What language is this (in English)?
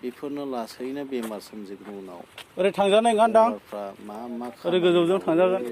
Bodo